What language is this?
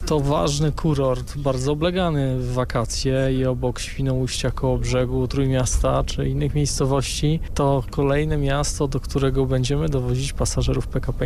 Polish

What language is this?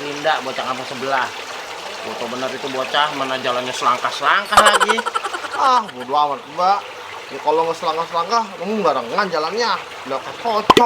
Betawi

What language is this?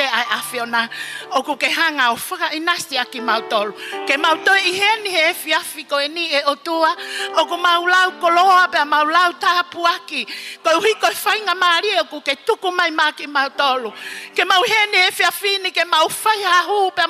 Tongan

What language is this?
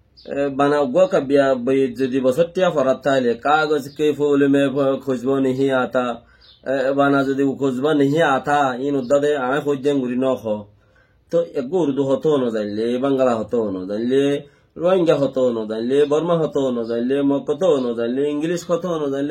Rohingya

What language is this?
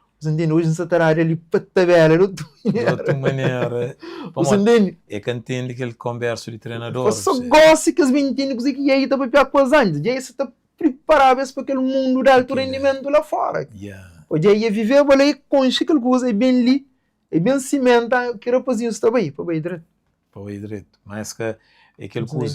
Kabuverdianu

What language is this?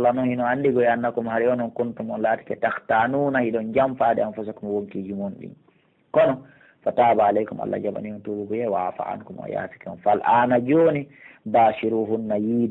Pular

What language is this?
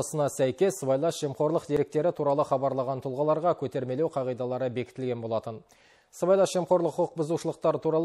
Kazakh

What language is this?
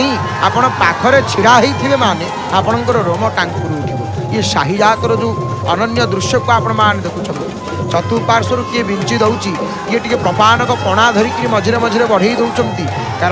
Odia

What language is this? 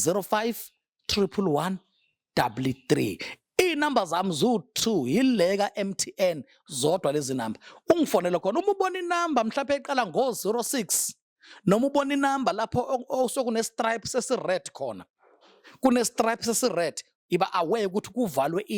Zulu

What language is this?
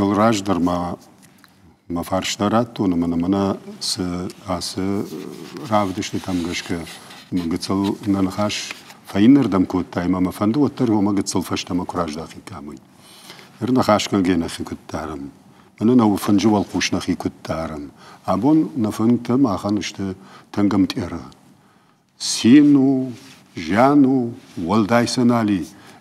Ossetic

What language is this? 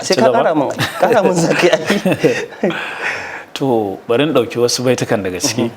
Hausa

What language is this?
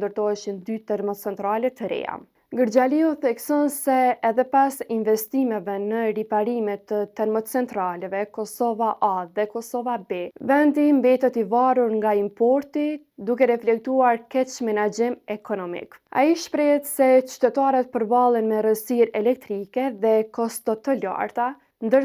Albanian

